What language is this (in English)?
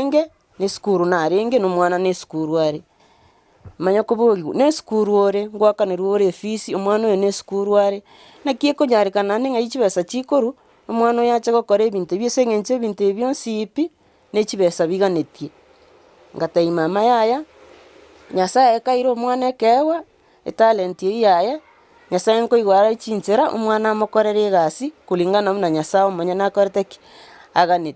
Gusii